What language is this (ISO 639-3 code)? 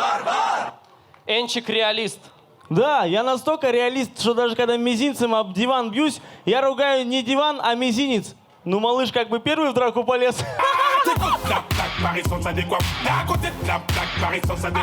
crh